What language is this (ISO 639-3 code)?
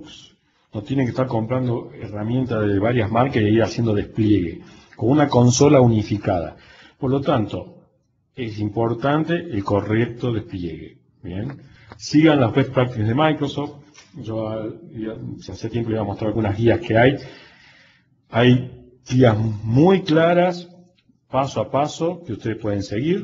spa